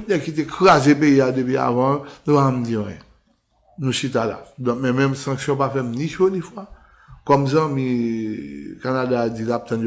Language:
Haitian Creole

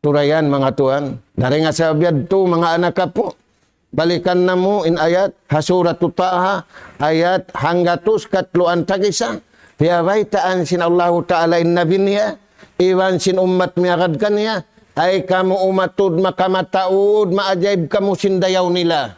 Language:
Tausug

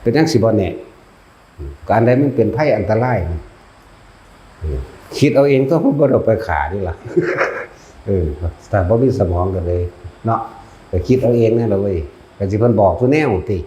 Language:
Lao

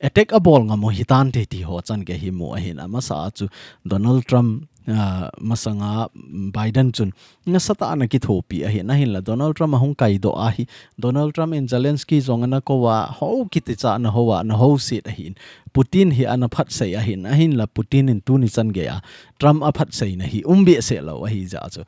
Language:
Thado Chin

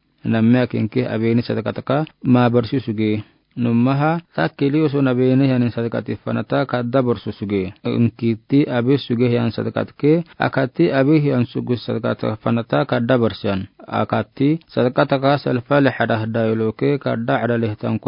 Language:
Afar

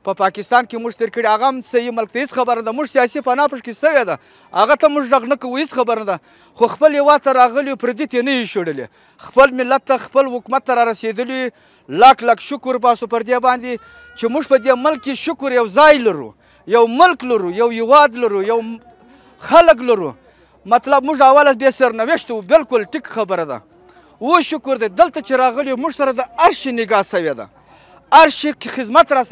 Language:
Pashto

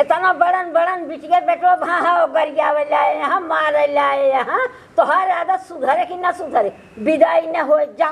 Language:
Awadhi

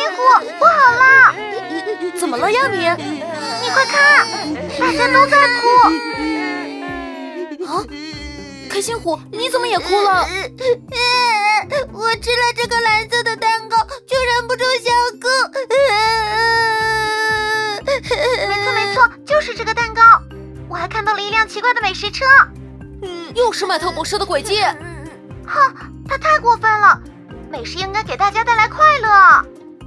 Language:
Chinese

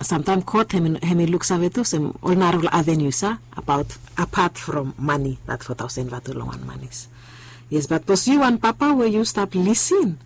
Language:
Bislama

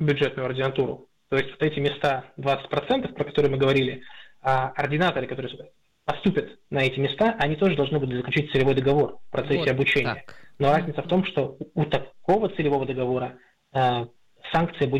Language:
Russian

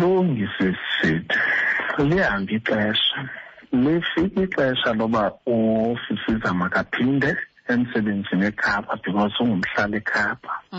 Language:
Xhosa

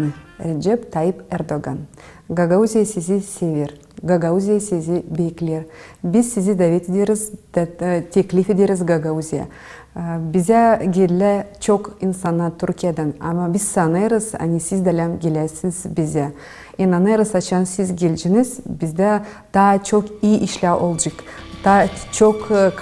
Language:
Gagauz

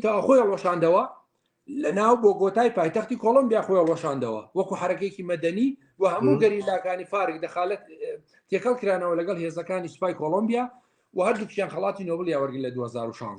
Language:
Central Kurdish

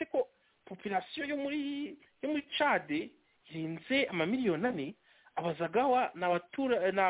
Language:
Kinyarwanda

